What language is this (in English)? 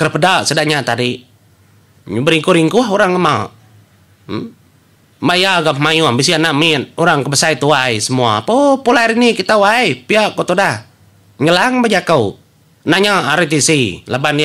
Iban